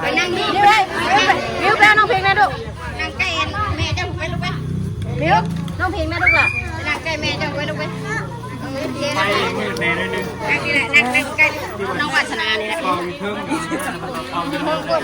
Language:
Northeastern Thai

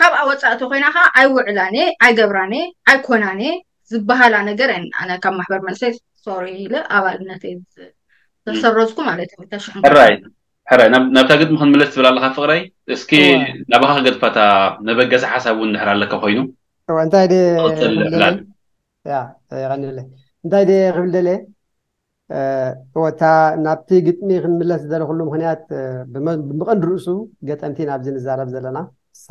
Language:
Tigrinya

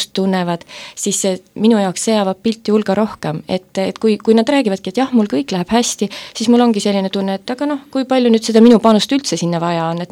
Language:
Estonian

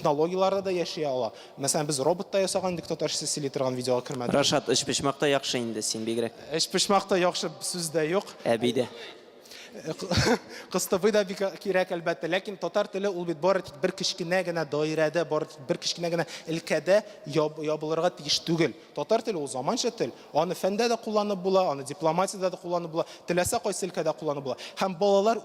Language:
Tatar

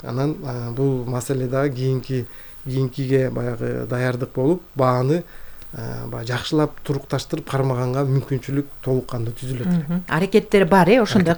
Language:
Kyrgyz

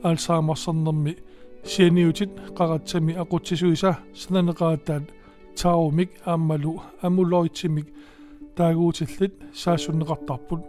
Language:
Kalaallisut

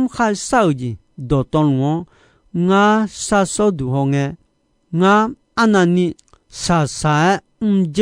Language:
Akha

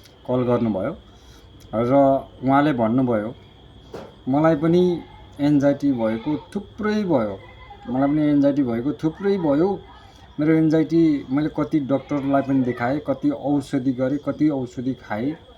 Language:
Nepali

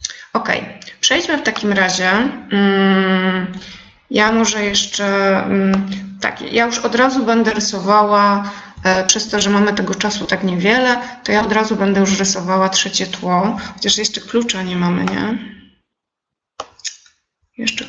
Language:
Polish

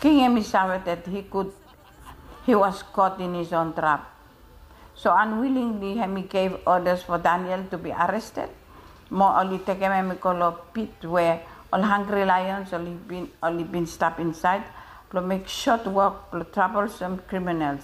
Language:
Bislama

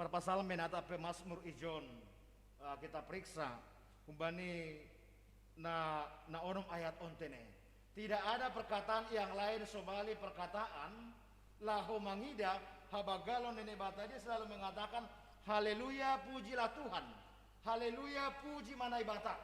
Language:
Batak Simalungun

